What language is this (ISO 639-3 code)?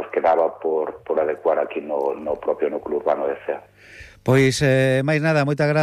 glg